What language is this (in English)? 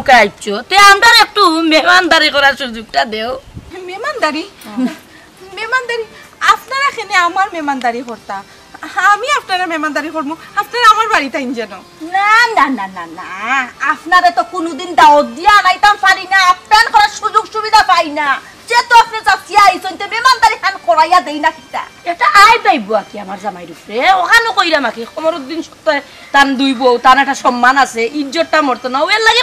Sylheti